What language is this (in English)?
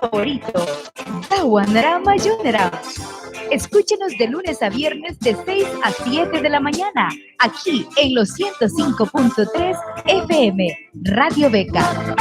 Mískito